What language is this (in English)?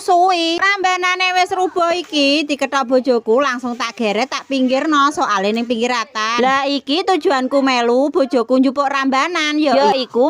Javanese